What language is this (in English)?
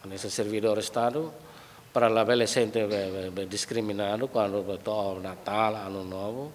Tetum